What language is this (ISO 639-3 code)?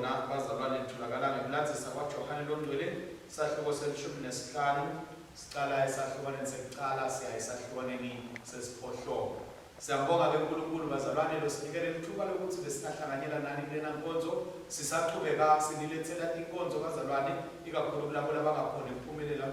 ssw